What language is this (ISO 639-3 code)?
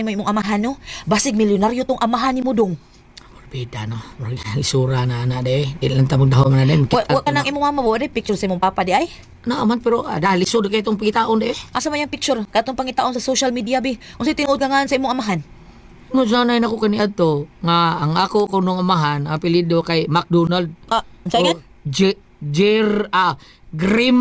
ceb